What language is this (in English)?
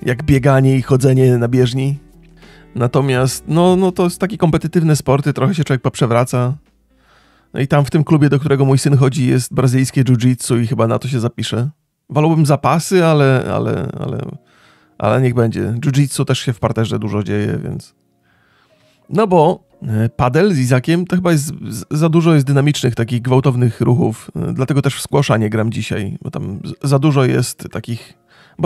Polish